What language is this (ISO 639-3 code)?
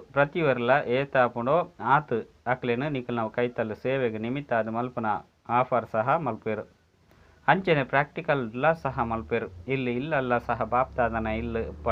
tcy